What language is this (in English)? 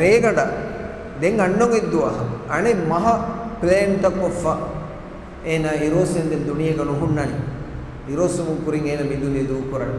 Divehi